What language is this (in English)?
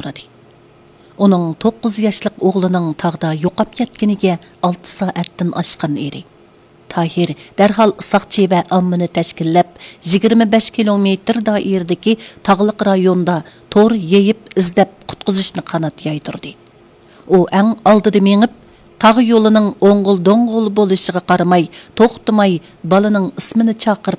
Uyghur